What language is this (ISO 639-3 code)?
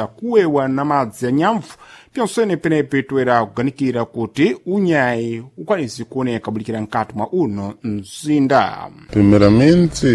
seh